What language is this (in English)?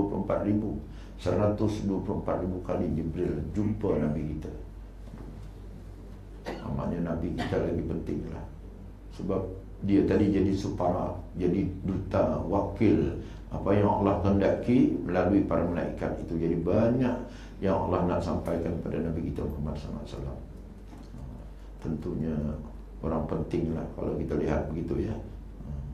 Malay